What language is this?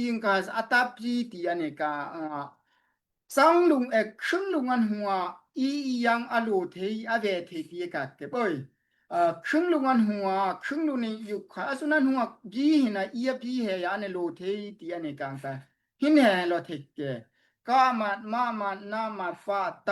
Daai Chin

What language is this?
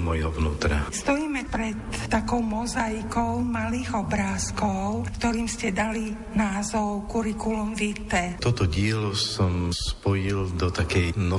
Slovak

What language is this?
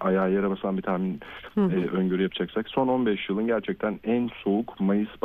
Turkish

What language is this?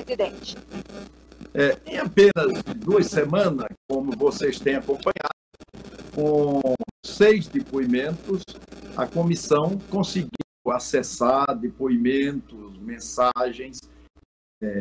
Portuguese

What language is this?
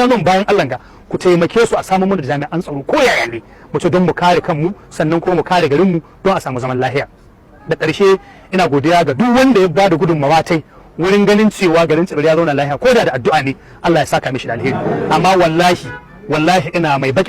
Hausa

